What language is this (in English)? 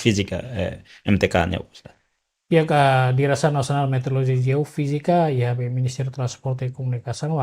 Tetum